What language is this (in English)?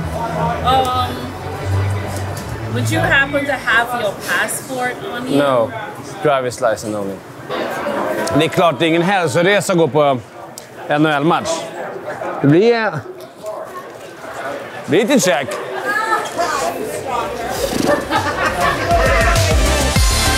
Swedish